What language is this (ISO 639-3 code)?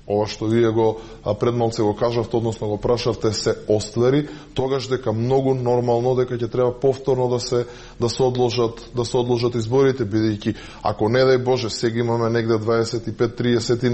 mkd